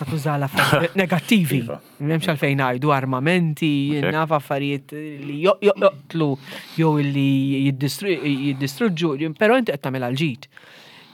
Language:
Maltese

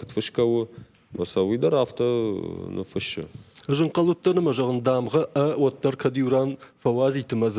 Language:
Ossetic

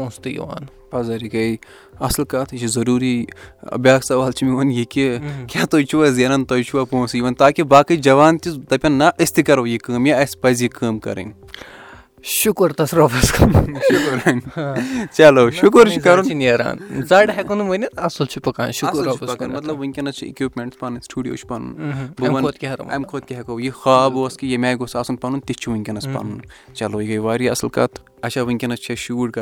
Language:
Kashmiri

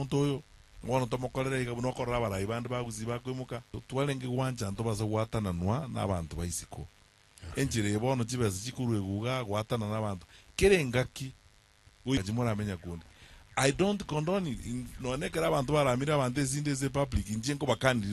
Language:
Gusii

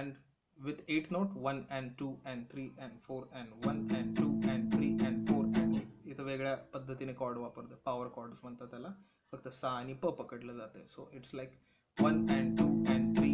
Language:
Marathi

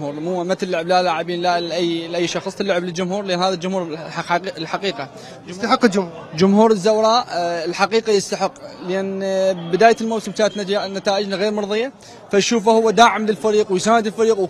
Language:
Mesopotamian Arabic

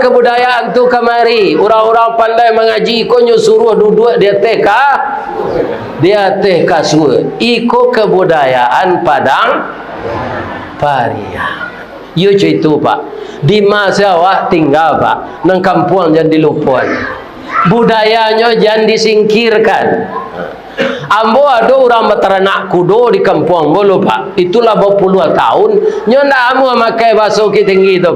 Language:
Minangkabau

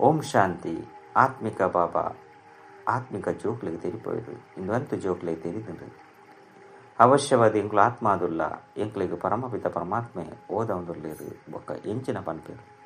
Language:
Tulu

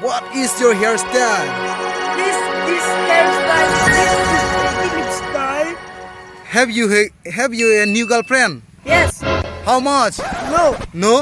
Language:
Karbi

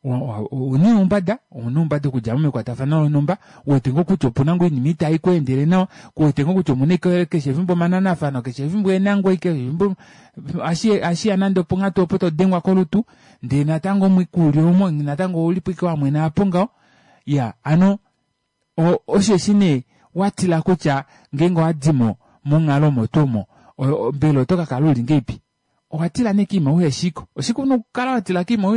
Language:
Kuanyama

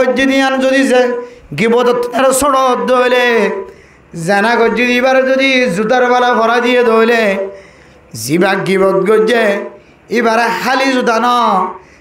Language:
Rohingya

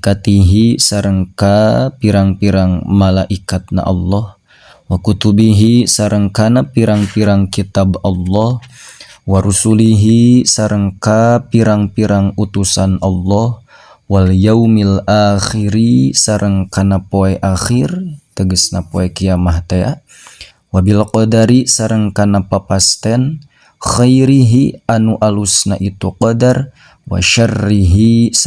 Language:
Sundanese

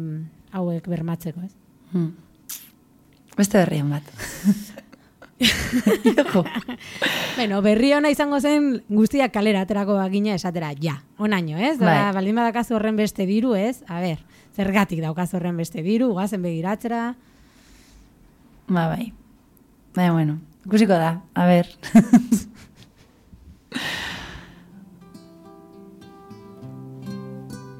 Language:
Basque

